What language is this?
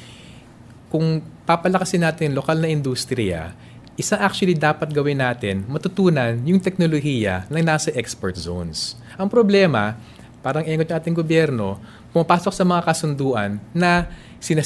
Filipino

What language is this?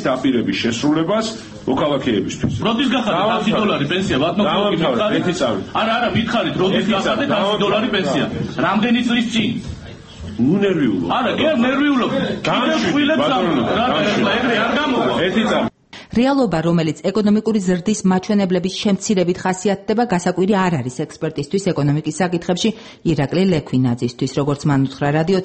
Georgian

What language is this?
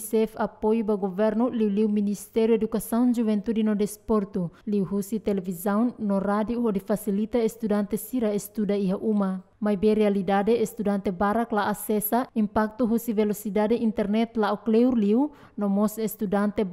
Tetum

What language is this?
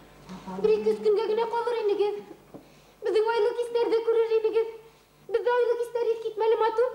Bashkir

